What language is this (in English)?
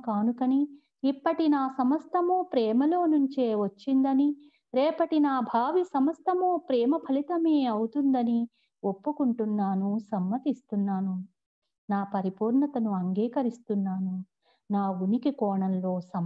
Telugu